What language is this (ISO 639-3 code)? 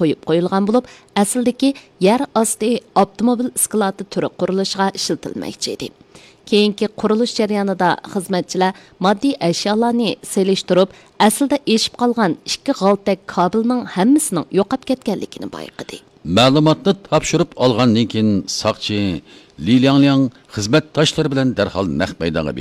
uig